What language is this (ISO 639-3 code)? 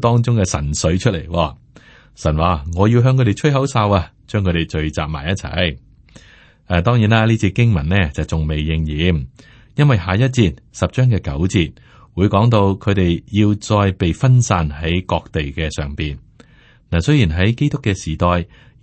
yue